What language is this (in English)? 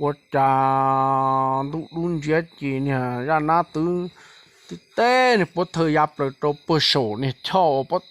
Hmong